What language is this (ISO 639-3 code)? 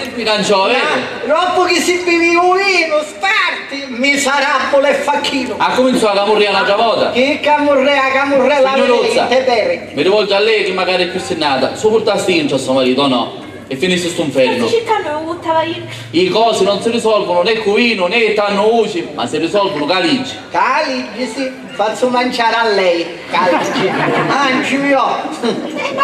scn